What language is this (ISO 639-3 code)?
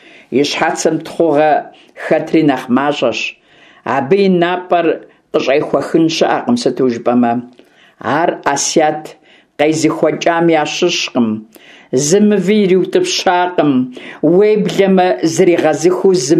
kbd